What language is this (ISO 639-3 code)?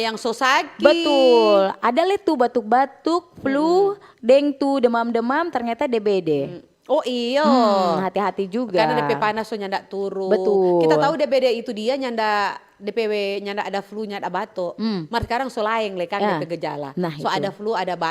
xmm